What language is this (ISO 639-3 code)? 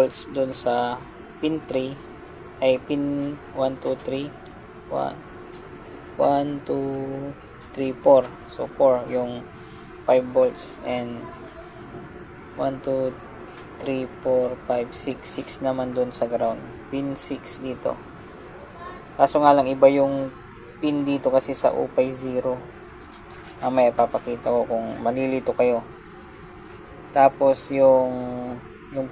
fil